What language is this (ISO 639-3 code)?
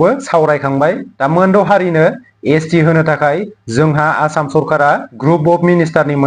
brx